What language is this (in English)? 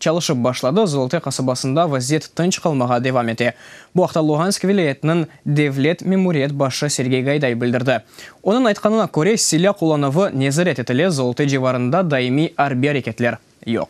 Crimean Tatar